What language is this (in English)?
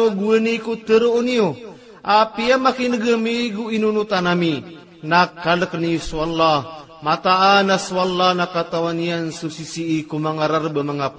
Maranao